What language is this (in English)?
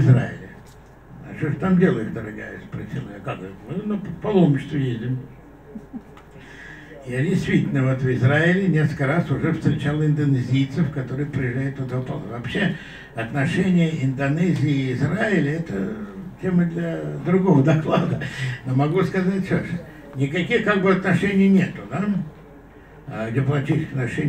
Russian